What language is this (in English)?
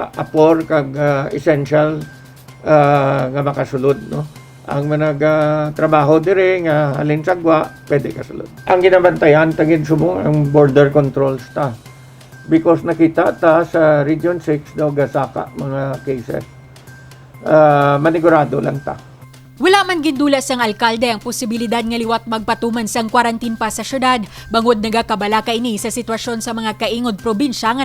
Hiligaynon